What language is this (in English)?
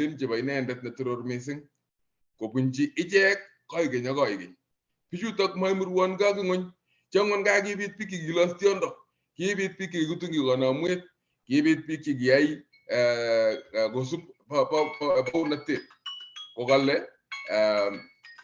Kalenjin